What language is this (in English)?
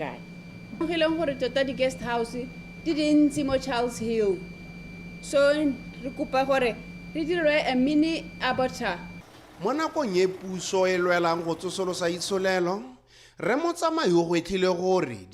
Tswana